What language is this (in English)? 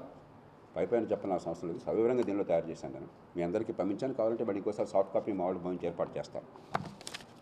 Telugu